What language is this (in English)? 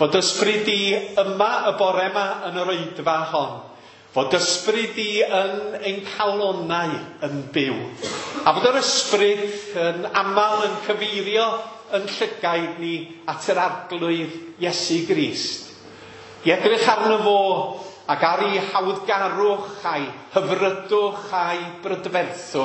Welsh